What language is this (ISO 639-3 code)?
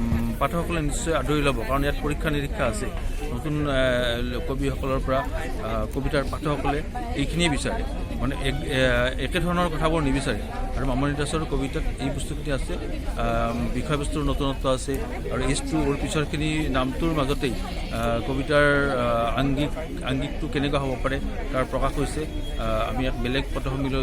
asm